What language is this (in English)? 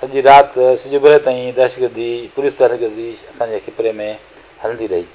Sindhi